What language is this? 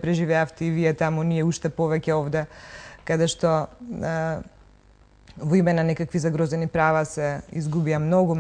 Macedonian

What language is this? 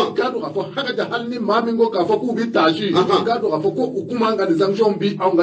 Bambara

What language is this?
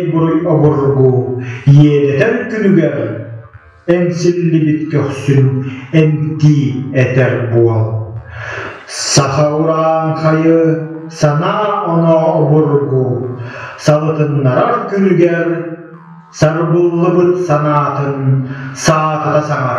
Yakut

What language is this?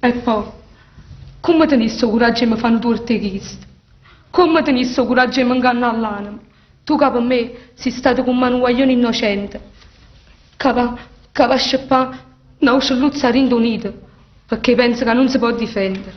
Neapolitan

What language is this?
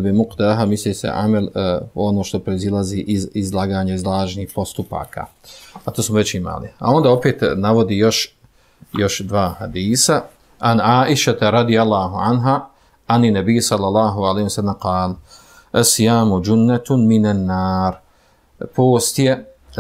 Bosnian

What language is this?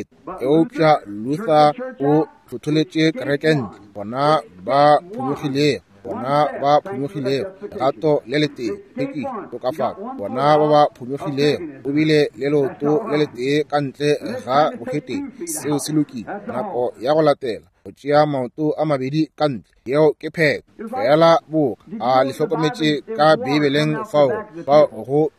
Northern Sotho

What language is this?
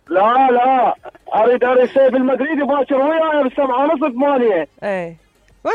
Mesopotamian Arabic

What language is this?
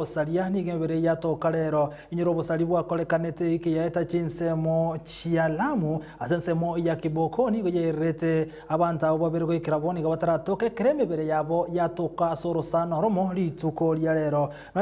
Gusii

